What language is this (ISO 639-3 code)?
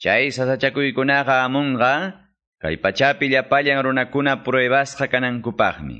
que